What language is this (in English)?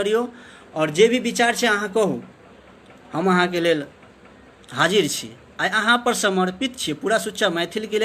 Maithili